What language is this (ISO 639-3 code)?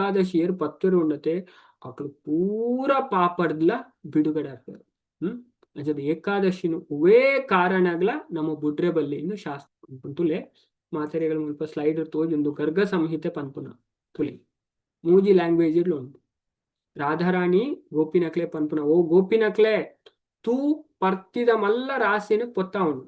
tcy